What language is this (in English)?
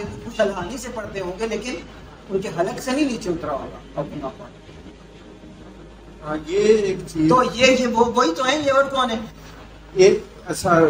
Urdu